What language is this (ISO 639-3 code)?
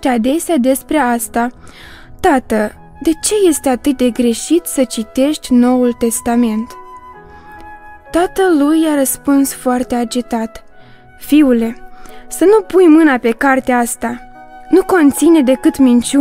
ron